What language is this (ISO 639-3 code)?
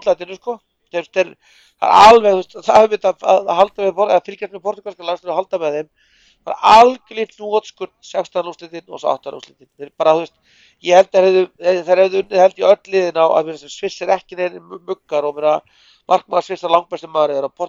isl